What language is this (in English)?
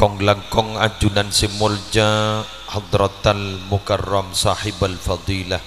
Madurese